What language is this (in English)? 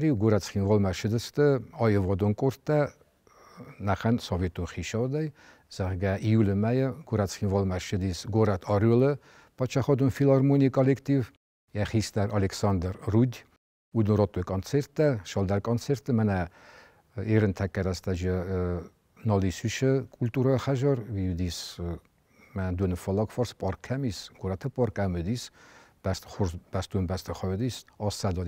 Ossetic